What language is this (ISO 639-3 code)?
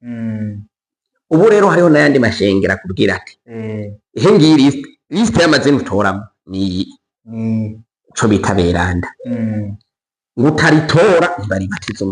run